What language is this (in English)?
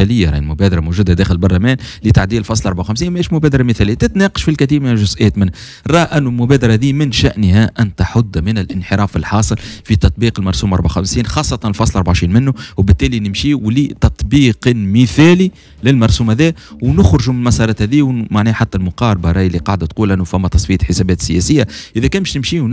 Tunisian Arabic